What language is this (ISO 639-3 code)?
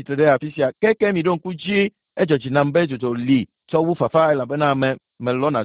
ewe